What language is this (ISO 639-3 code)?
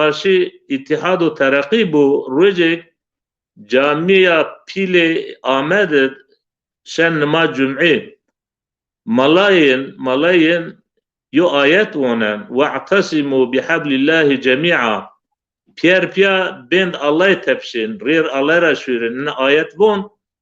zza